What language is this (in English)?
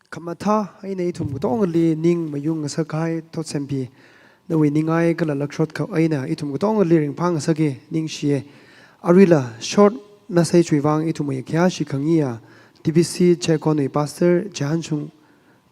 Tangkhul Naga (India)